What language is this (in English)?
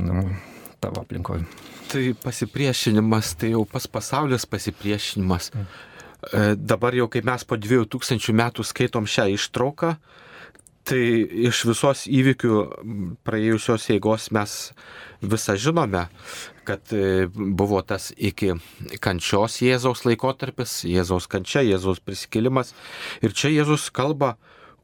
Lithuanian